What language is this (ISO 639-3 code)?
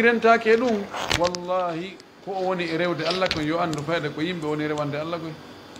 ful